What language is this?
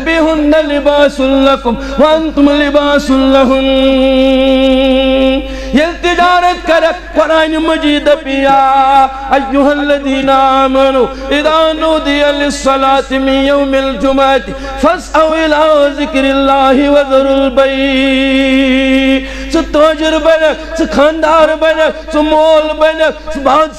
Kashmiri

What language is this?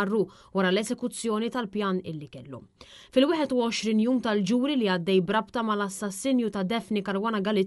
Maltese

